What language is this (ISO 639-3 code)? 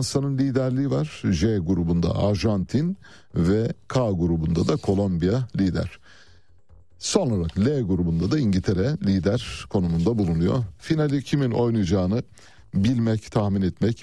tur